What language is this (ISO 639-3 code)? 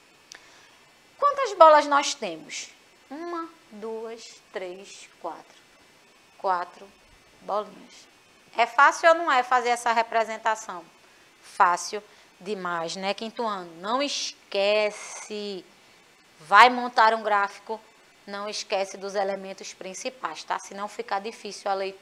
por